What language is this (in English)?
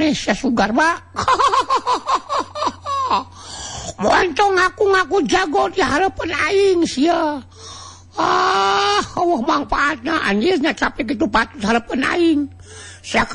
Sundanese